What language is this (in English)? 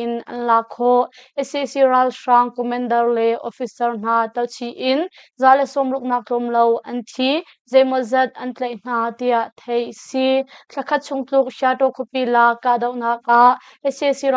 Hakha Chin